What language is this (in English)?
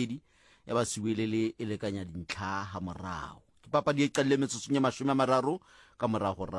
Southern Sotho